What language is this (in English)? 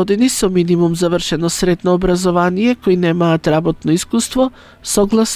Macedonian